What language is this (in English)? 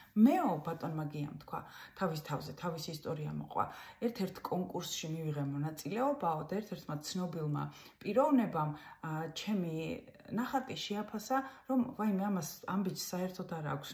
Georgian